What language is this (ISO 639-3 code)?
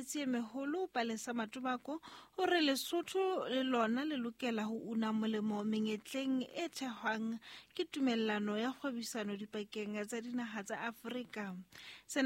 sot